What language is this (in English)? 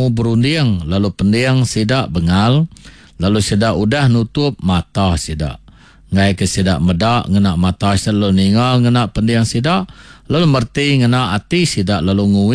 Iban